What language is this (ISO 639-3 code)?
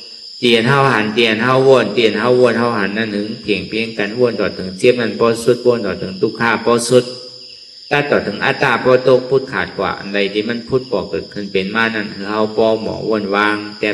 shn